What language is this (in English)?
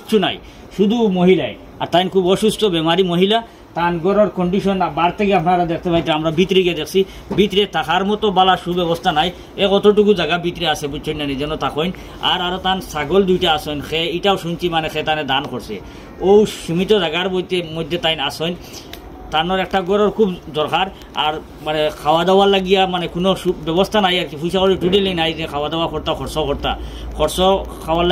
Sylheti